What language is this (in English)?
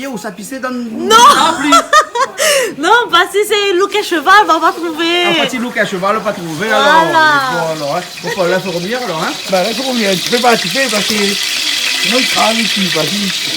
Réunion Creole French